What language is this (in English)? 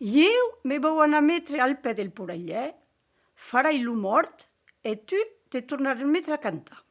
Occitan